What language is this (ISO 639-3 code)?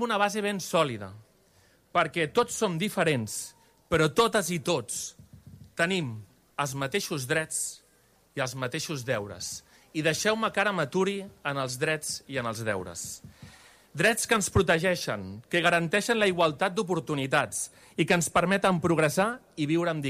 cat